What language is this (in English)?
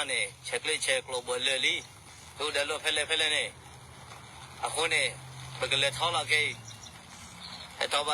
S'gaw Karen